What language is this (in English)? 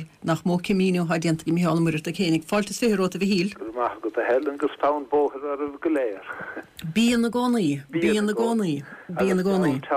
Irish